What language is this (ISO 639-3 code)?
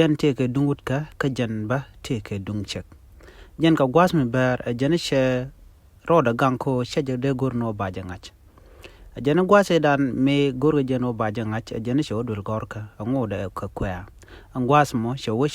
nus